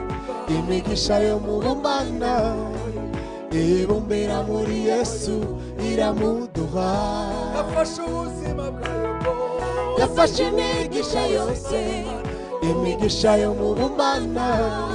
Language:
Kinyarwanda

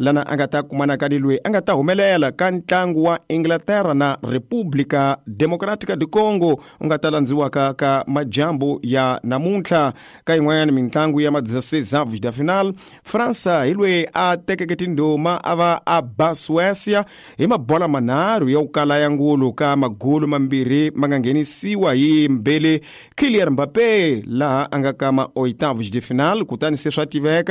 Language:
Tsonga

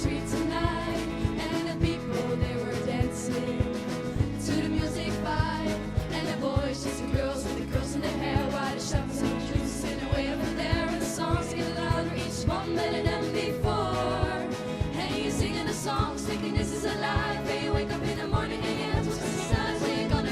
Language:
Western Frisian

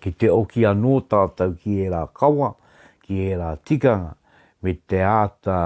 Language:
Māori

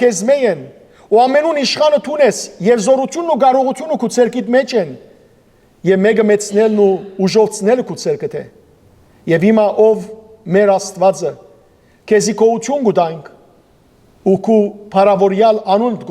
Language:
Western Armenian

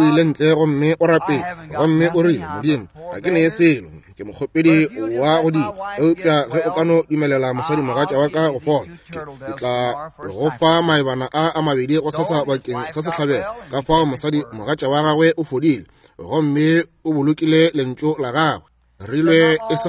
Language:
Northern Sotho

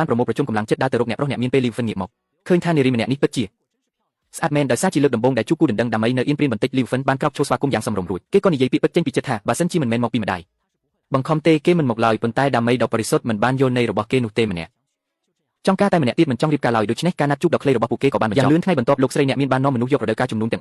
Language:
Khmer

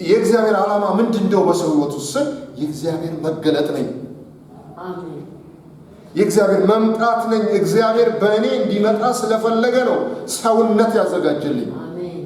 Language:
Amharic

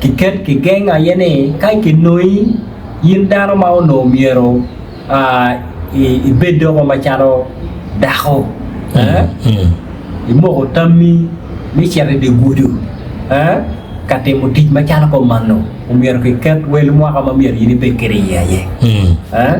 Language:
Acoli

